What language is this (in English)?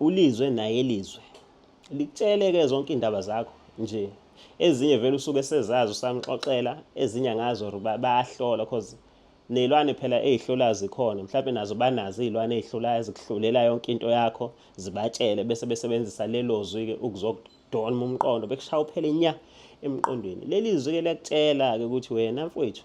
Zulu